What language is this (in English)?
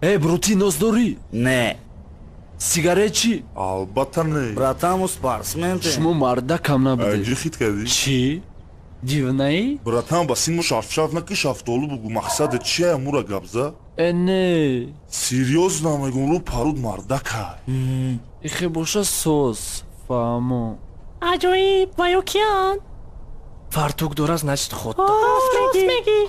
Tajik